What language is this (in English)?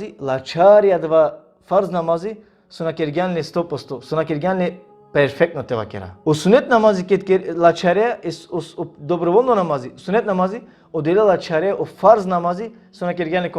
Balkan Romani